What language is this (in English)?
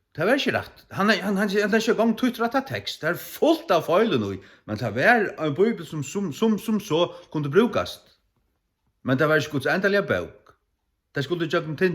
Faroese